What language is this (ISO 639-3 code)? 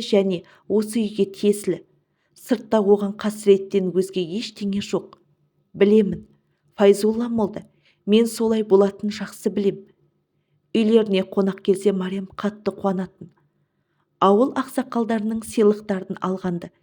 kaz